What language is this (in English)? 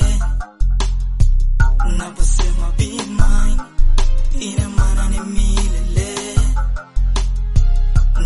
Swahili